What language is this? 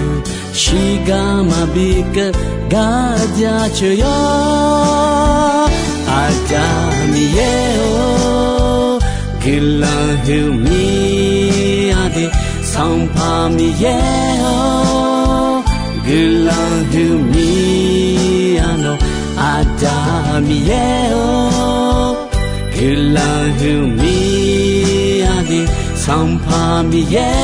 Akha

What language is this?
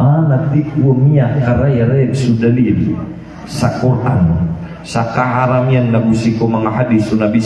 Maranao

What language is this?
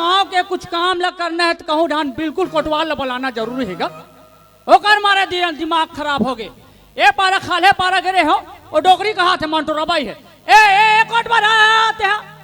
Chhattisgarhi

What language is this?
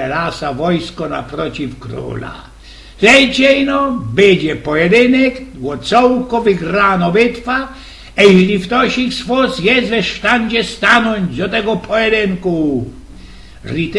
Silesian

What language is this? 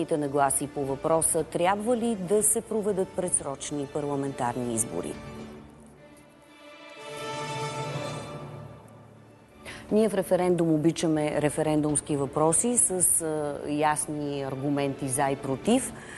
Bulgarian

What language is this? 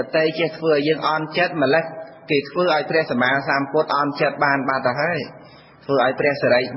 Khmer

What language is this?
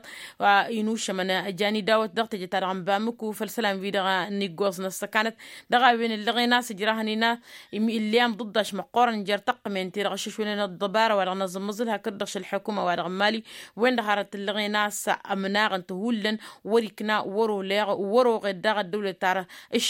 Tamasheq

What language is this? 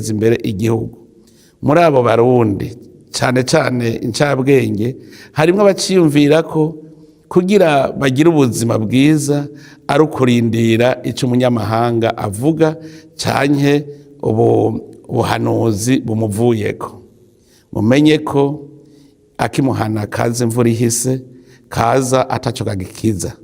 Rundi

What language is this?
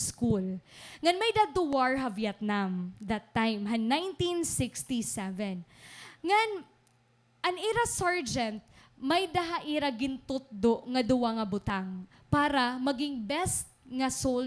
Waray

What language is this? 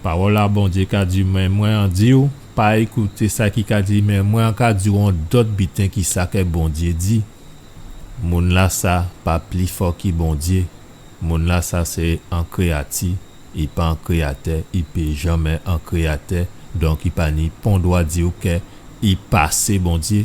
Guadeloupean Creole French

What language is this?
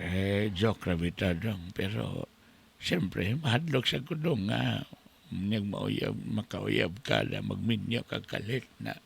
Cebuano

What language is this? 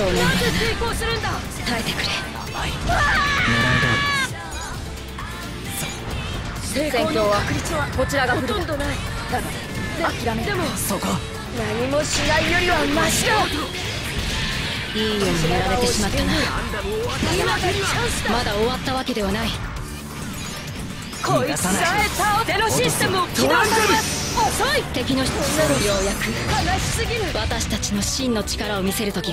Japanese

